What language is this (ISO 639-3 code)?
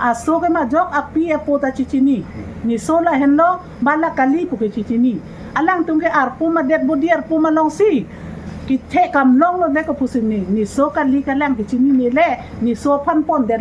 mjw